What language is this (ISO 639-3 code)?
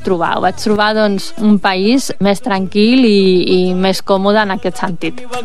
cat